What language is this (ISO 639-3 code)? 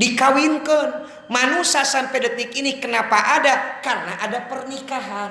sun